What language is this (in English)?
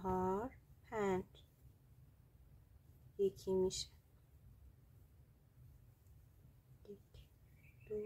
Persian